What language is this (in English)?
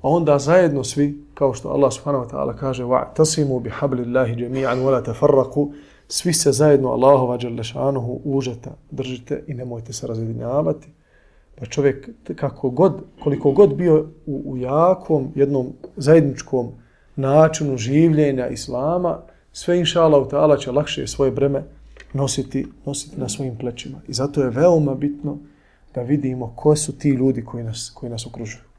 Bosnian